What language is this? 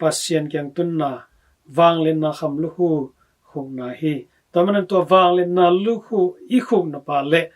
Tedim Chin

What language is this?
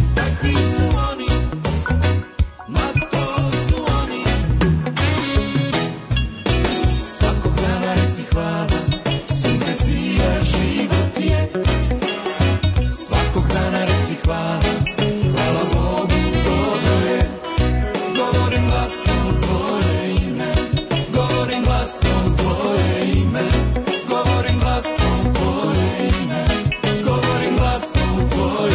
Serbian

